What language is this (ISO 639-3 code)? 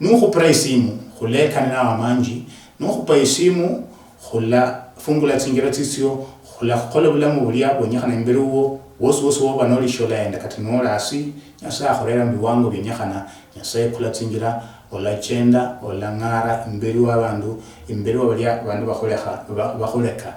luy